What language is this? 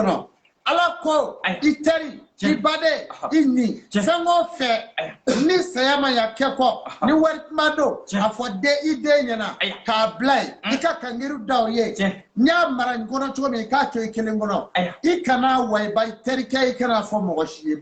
Bambara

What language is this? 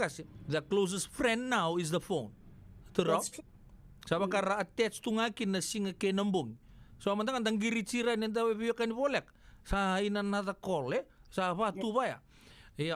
Fijian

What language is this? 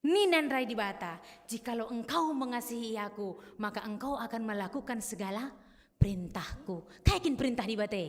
Batak Karo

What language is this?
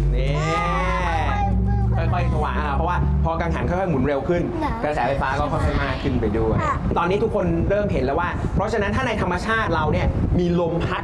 Thai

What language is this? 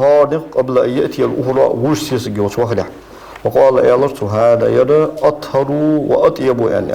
Ingush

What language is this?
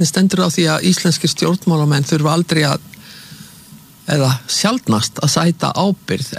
Icelandic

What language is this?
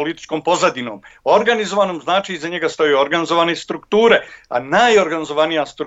Bosnian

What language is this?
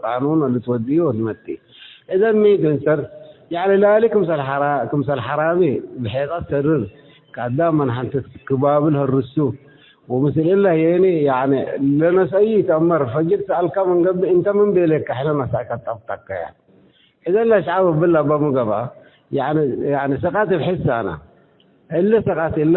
Tigre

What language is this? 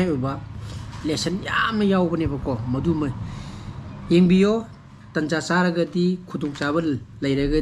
Manipuri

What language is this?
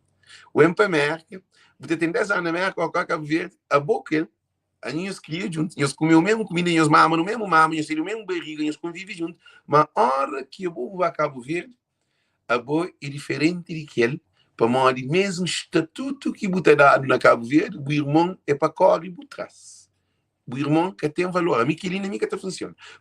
Kabuverdianu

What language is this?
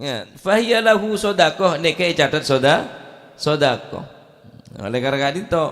Madurese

